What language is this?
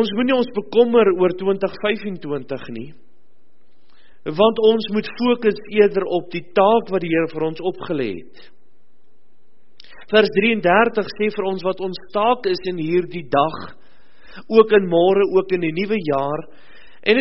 Afrikaans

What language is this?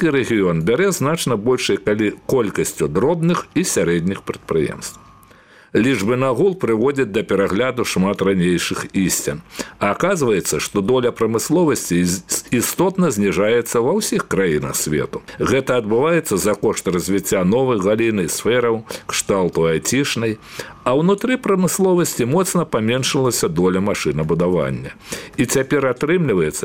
Belarusian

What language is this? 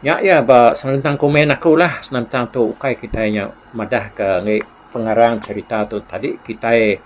Iban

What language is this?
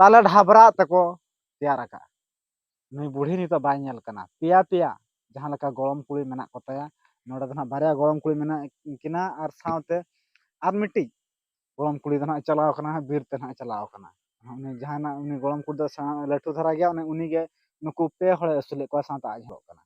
Santali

